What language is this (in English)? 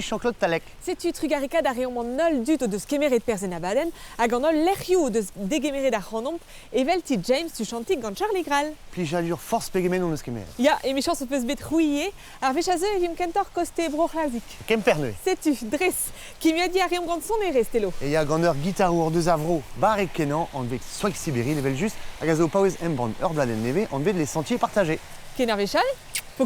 Breton